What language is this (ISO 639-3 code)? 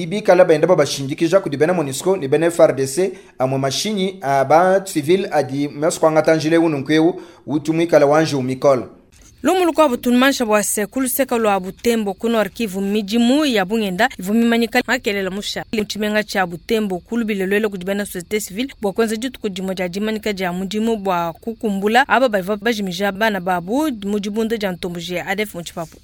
lua